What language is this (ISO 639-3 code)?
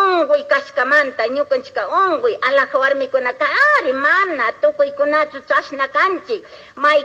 qug